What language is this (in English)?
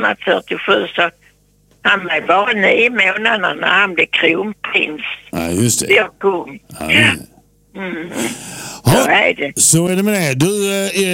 Swedish